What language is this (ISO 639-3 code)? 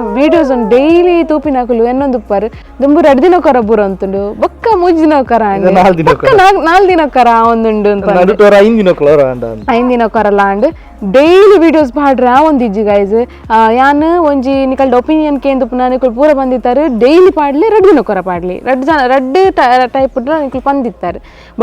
tcy